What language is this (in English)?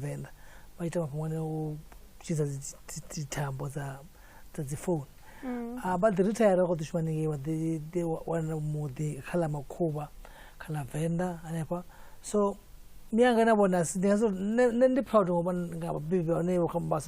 Venda